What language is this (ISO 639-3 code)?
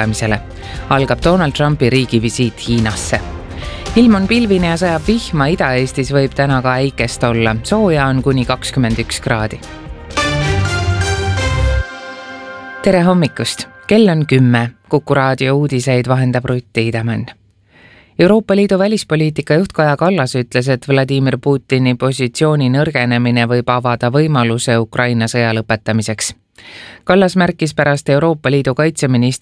est